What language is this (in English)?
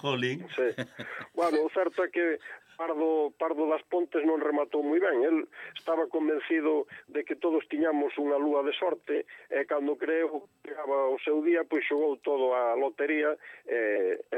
Galician